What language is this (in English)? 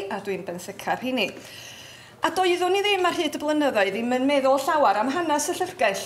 Welsh